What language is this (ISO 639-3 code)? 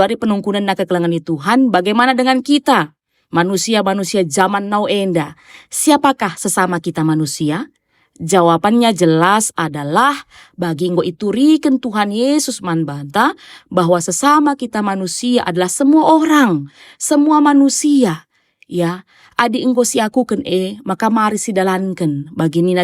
btx